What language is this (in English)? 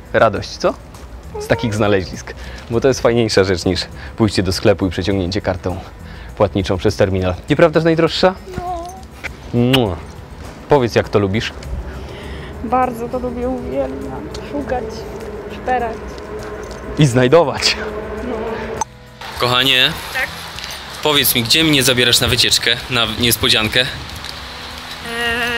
Polish